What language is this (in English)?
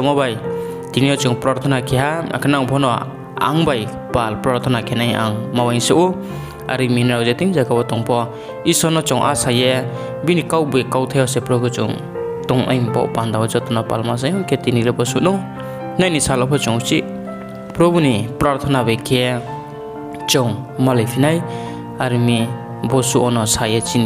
Riang (India)